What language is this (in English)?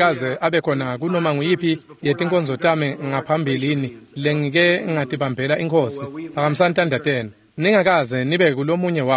Swati